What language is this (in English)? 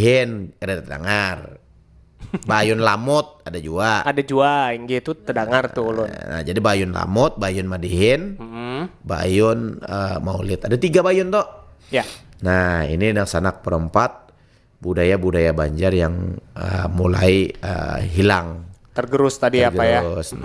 Banjar